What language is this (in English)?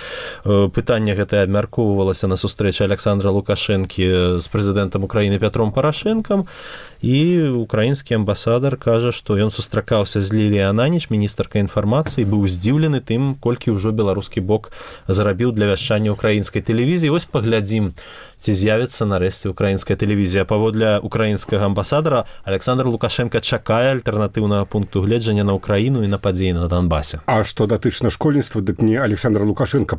Belarusian